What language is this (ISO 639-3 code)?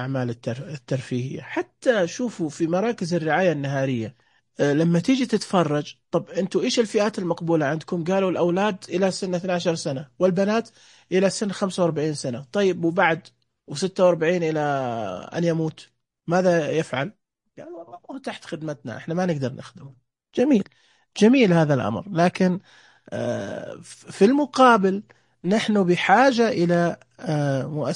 ars